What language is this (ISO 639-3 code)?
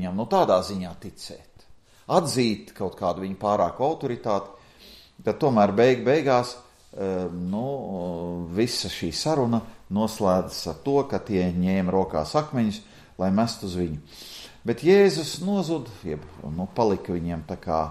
lav